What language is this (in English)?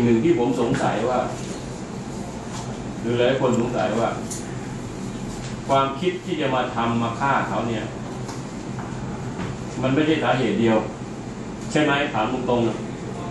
Thai